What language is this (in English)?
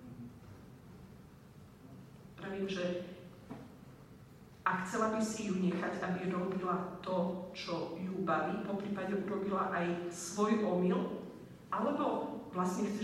Slovak